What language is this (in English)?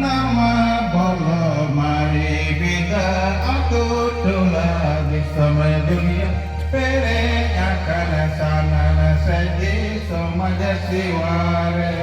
Santali